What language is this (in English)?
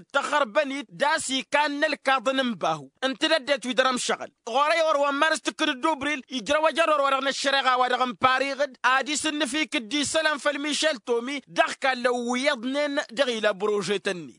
Tamasheq